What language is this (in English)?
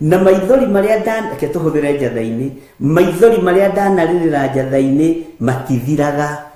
Kikuyu